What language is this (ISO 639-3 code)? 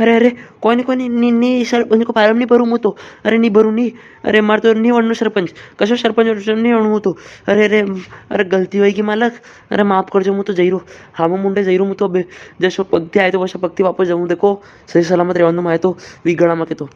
raj